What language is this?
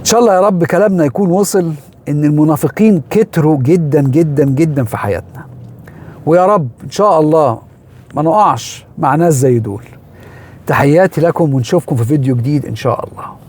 Egyptian Arabic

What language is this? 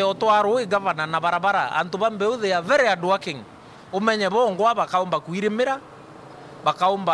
Meru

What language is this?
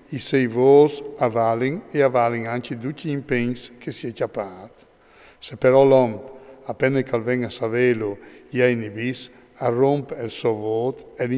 Friulian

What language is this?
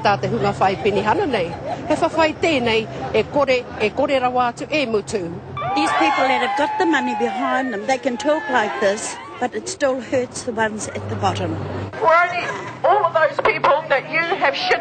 Māori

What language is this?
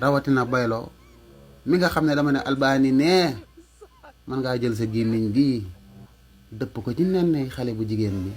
Wolof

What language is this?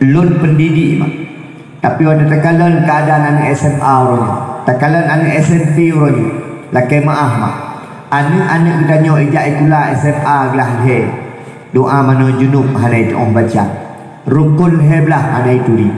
Achinese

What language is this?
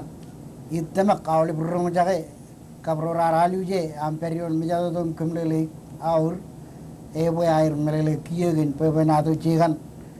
Marshallese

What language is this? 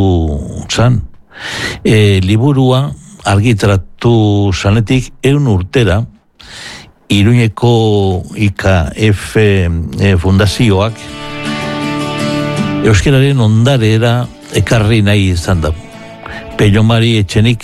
Basque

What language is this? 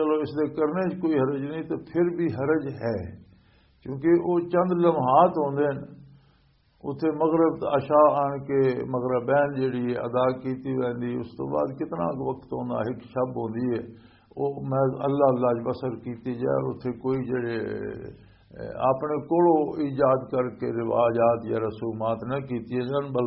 Western Panjabi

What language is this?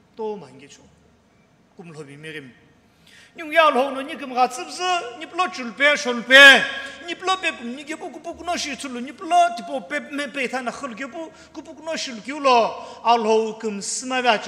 Sumi Naga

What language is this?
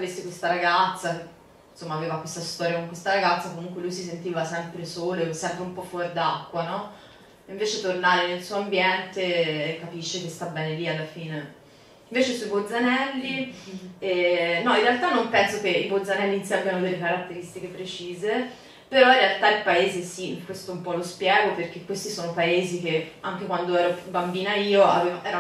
Italian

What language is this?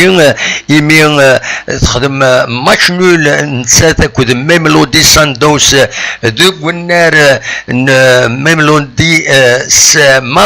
Kabyle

